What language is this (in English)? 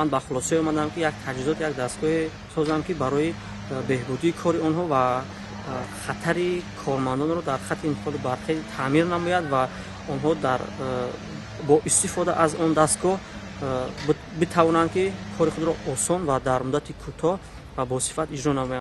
Tajik